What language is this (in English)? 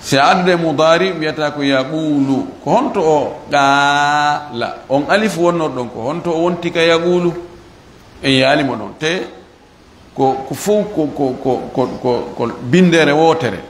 Fula